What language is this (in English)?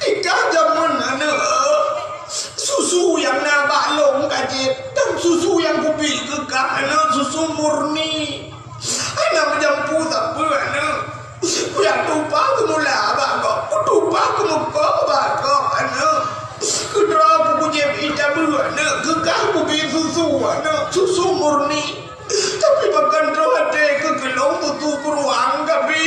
Achinese